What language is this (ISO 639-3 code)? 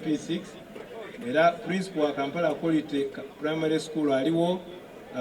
xog